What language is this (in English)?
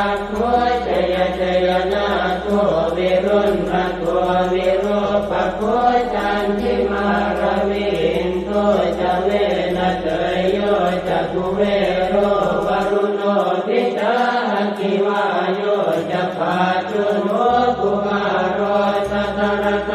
Pali